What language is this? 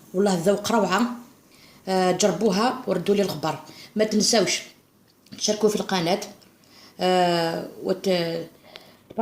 Algerian Arabic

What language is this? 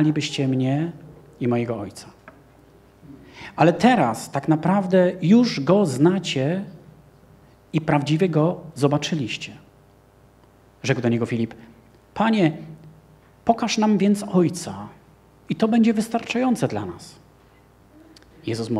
Polish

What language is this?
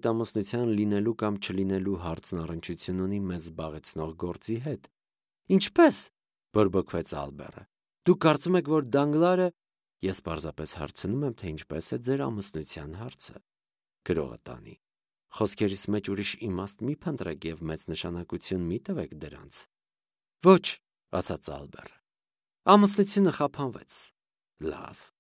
Armenian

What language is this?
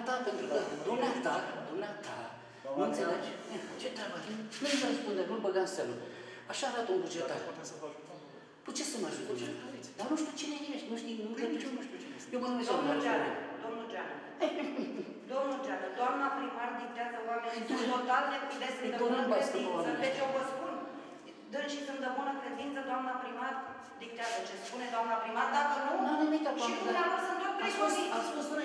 Romanian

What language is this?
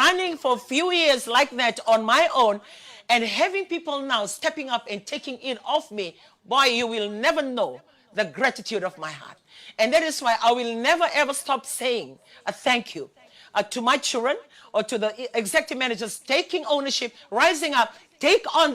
Fijian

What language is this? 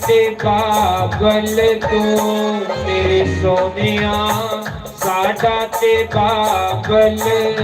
Dogri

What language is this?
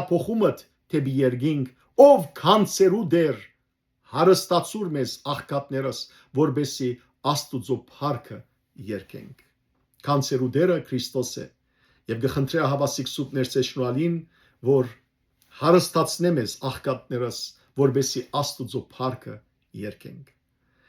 Western Armenian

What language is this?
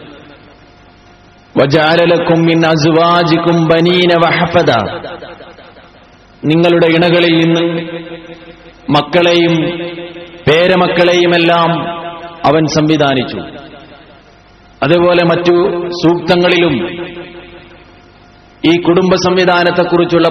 Malayalam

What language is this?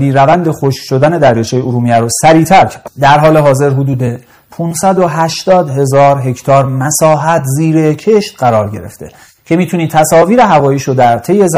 Persian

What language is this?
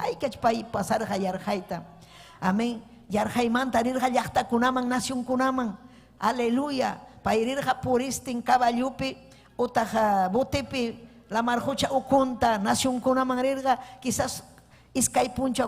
Ayacucho Quechua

